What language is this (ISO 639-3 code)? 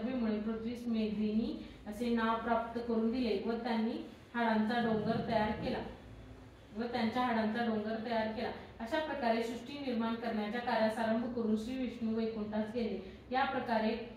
mar